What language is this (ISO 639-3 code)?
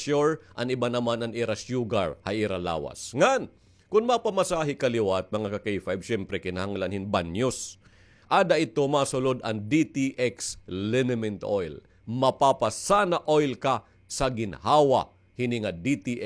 war